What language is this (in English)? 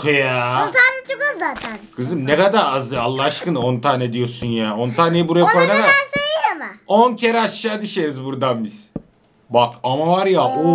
Turkish